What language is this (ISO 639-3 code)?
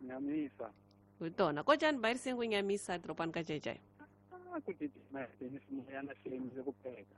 tso